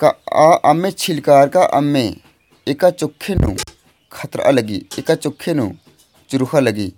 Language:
Kurukh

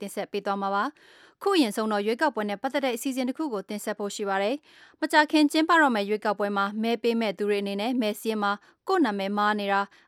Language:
Burmese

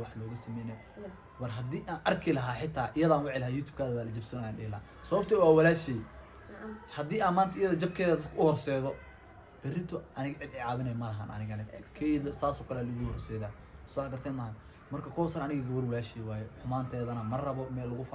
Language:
Somali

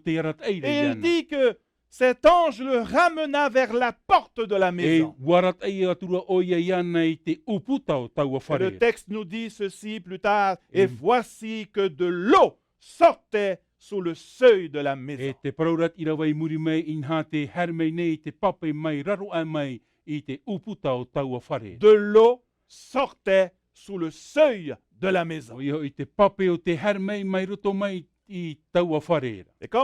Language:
Tahitian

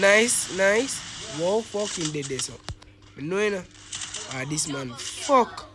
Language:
Jamaican Creole English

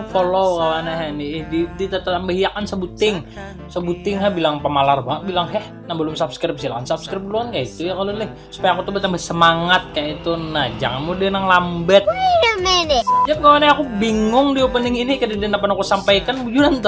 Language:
Banjar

